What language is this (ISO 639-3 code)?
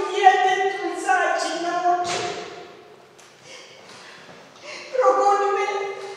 hrv